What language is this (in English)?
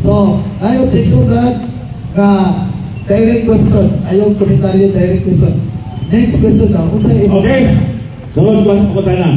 Cebuano